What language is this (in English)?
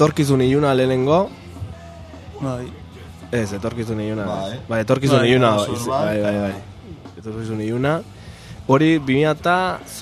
Basque